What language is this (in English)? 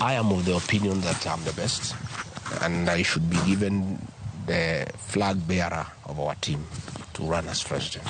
Luo (Kenya and Tanzania)